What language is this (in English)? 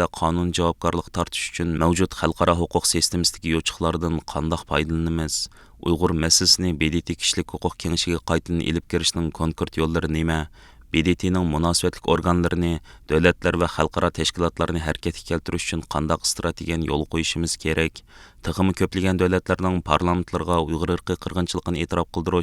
Uyghur